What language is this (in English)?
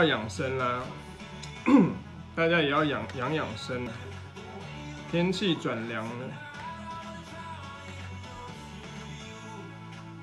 Chinese